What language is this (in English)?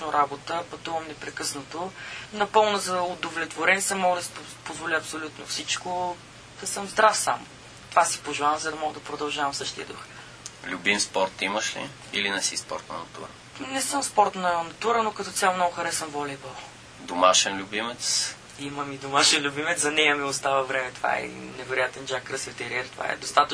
Bulgarian